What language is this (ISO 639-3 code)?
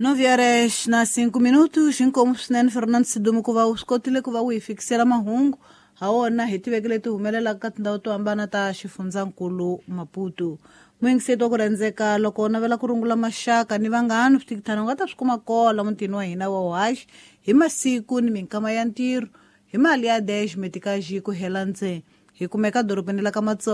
tso